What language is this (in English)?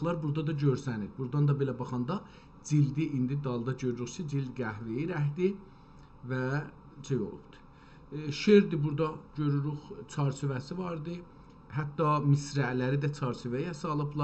South Azerbaijani